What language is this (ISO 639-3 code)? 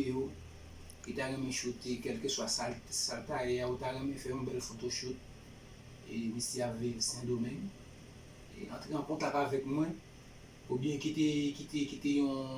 hat